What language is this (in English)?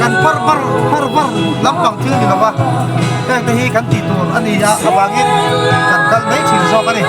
Mizo